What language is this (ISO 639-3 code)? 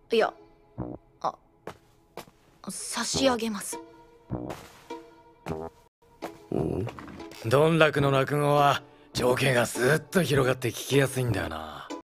jpn